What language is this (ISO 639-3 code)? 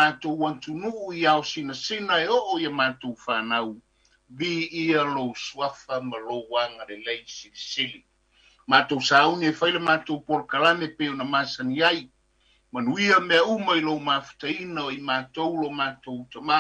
smo